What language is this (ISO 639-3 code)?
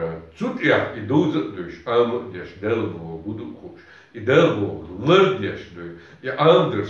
che